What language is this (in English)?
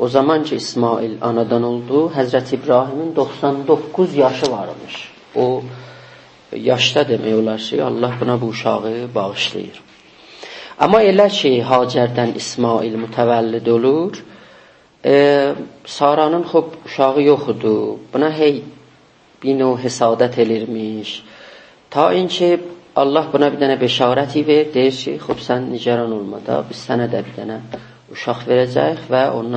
South Azerbaijani